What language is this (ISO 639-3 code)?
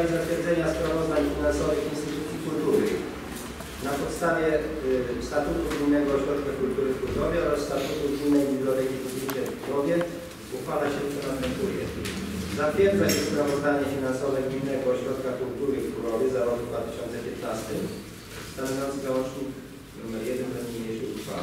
pol